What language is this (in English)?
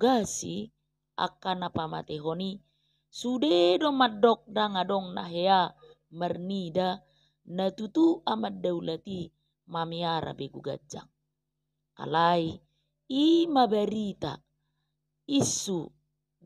Batak Toba